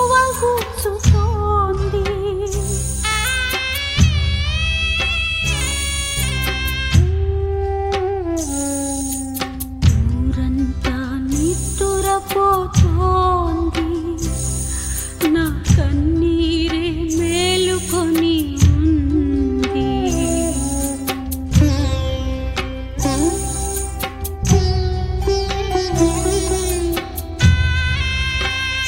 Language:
Telugu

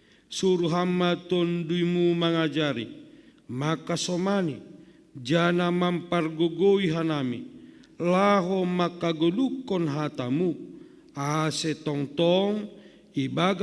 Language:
Batak Simalungun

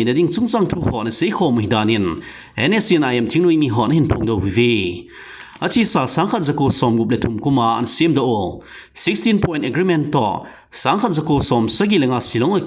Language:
Thado Chin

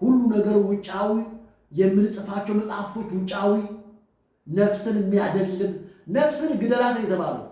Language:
Amharic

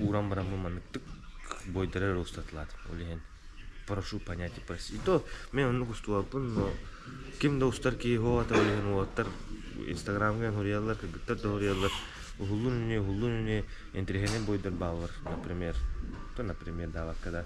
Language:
Yakut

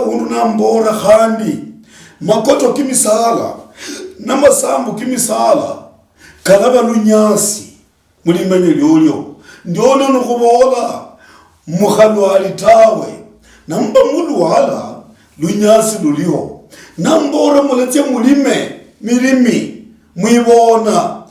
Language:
Luyia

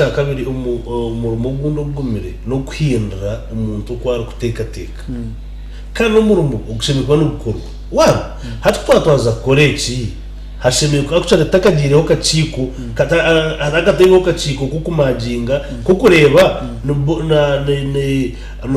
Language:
Nyankole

